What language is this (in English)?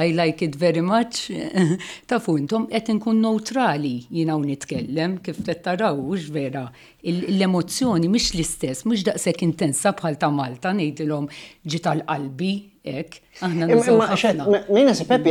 Maltese